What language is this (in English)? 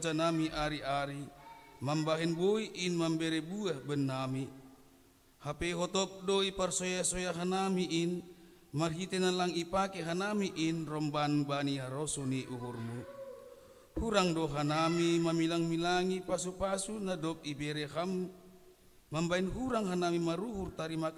Batak Simalungun